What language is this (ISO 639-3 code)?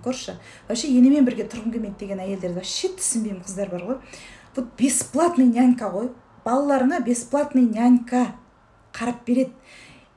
kaz